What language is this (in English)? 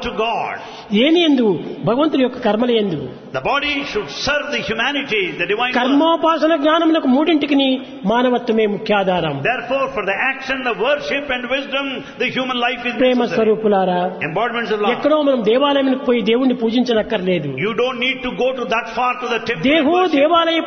Telugu